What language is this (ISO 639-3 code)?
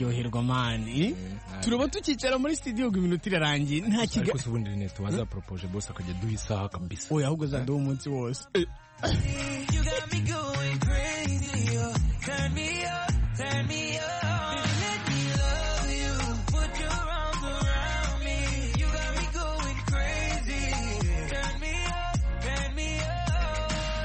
kin